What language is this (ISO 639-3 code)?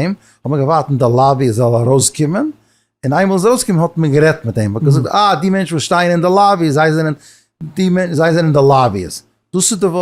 yid